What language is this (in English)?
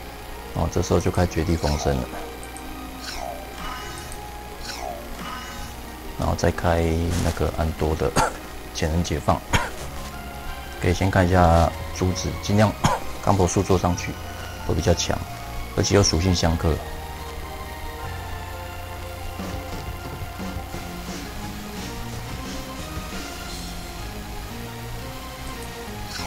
Chinese